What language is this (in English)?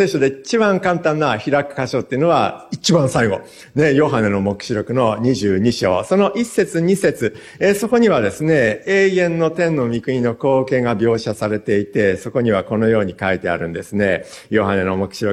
Japanese